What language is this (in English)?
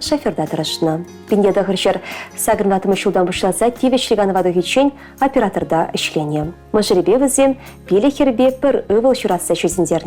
Chuvash